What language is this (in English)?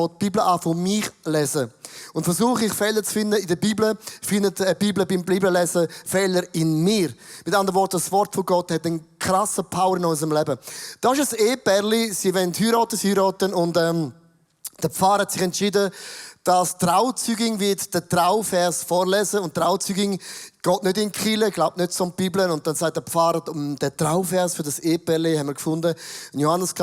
Swiss German